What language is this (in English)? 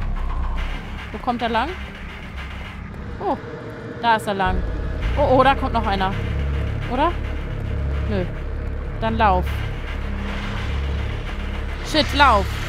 German